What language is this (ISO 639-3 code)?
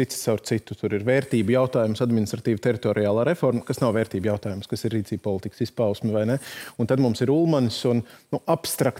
lav